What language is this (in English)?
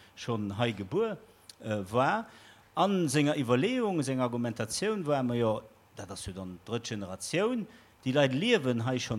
Luxembourgish